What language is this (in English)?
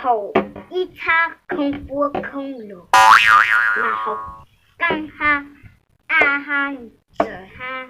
Hmong